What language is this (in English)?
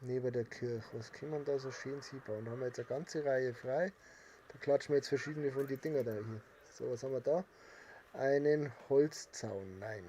Bavarian